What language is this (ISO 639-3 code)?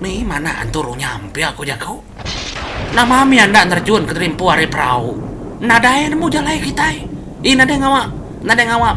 iba